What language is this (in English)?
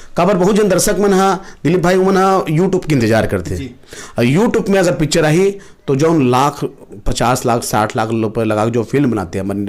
Chhattisgarhi